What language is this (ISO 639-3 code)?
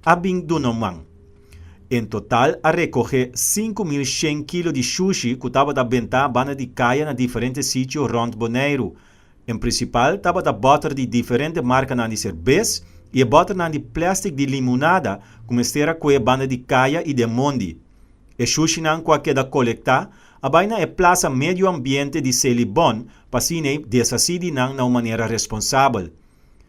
pap